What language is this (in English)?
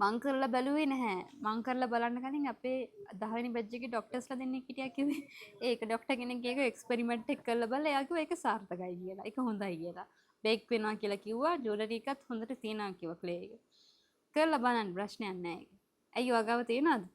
Sinhala